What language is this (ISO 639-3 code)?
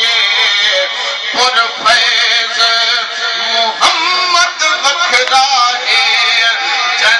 skr